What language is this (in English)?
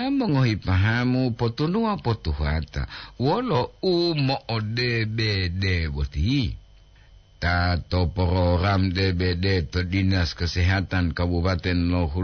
Gorontalo